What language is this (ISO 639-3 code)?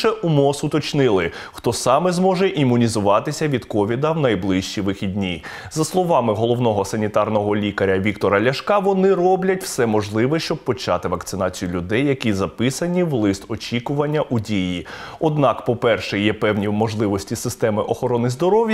ukr